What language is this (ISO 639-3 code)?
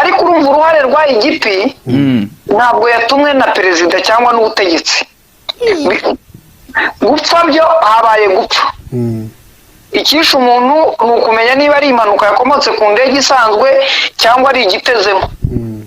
kin